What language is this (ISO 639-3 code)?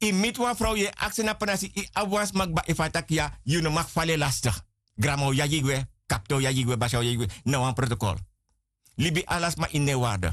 srn